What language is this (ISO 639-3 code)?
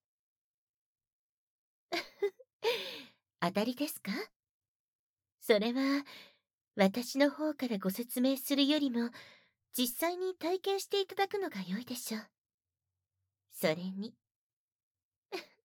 jpn